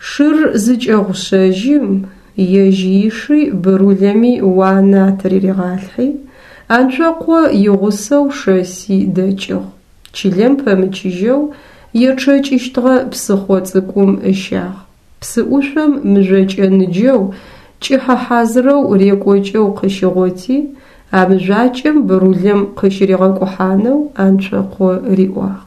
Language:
Adyghe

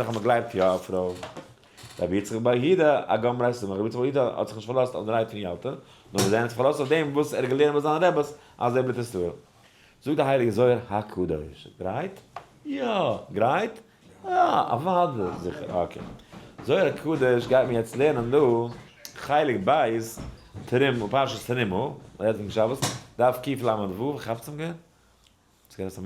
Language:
Yiddish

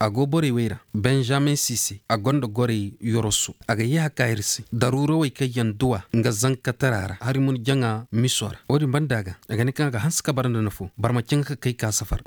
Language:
Koyraboro Senni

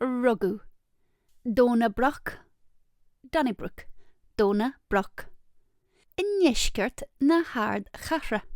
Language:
Irish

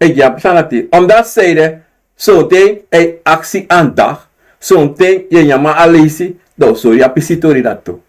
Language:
Sranan Tongo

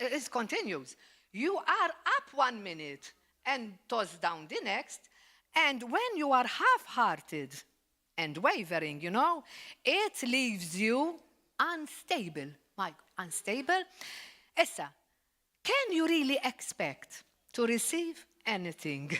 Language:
English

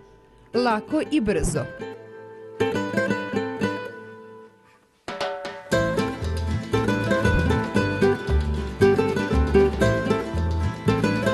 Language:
Serbian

